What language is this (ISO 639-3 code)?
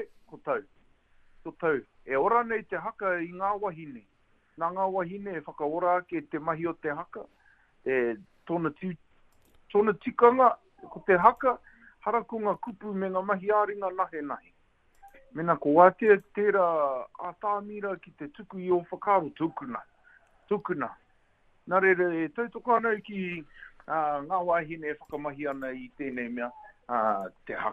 mri